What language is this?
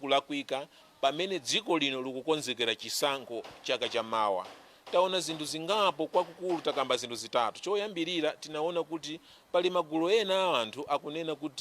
Nyanja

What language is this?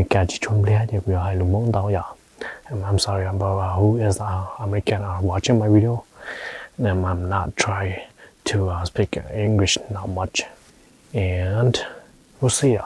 Hmong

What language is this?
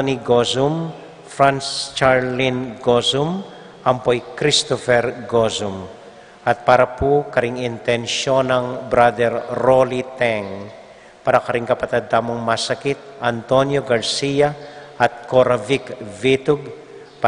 Pampanga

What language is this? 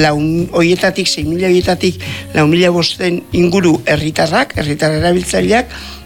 Basque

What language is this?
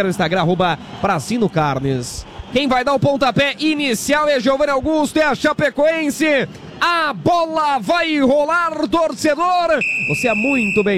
Portuguese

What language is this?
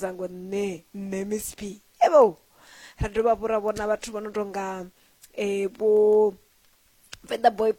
Venda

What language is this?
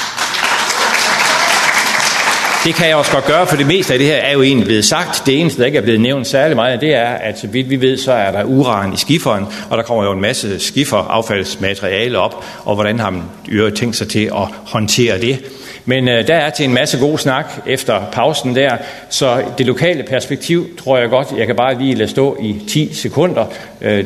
Danish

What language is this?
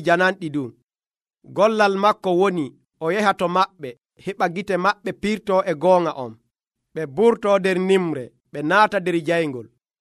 Nigerian Fulfulde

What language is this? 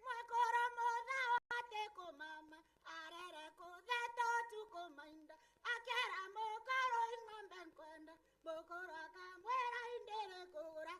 Meru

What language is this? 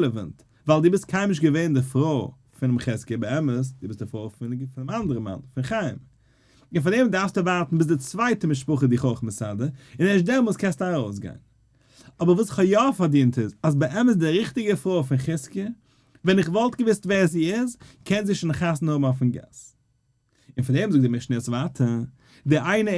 Yiddish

